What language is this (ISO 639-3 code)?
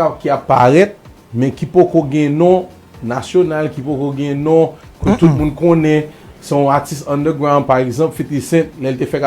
hat